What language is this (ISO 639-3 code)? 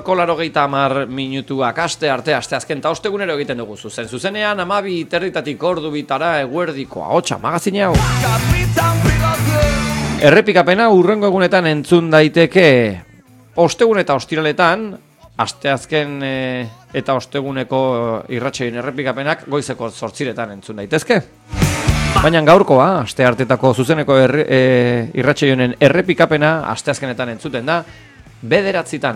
eus